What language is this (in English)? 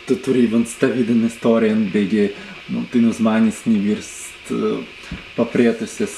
Prussian